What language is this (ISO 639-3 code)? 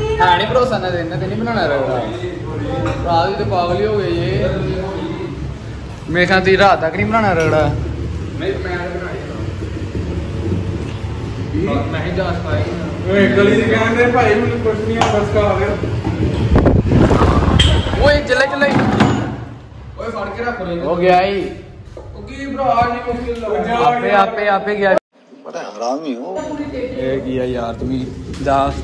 pan